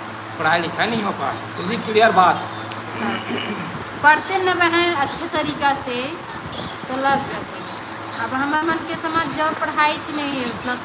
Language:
Chhattisgarhi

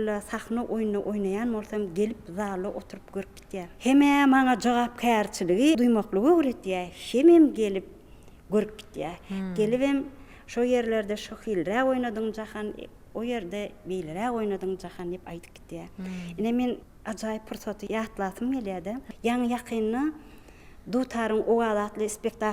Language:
Turkmen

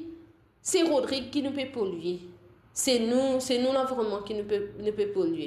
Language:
Morisyen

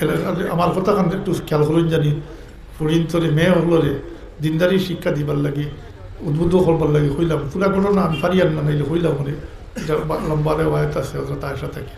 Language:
Sylheti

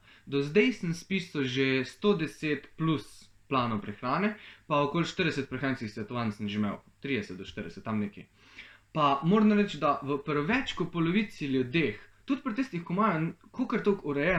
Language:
Slovenian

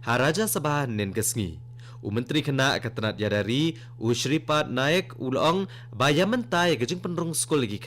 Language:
Khasi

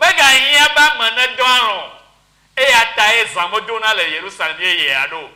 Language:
Ewe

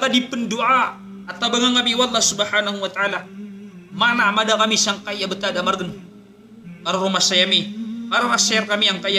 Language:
Maranao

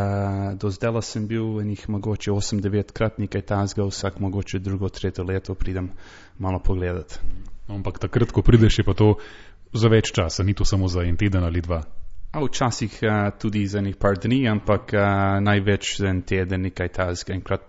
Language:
Slovenian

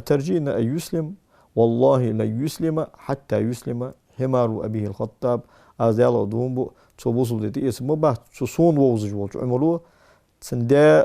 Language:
Ingush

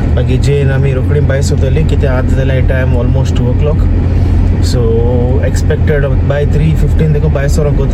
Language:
Konkani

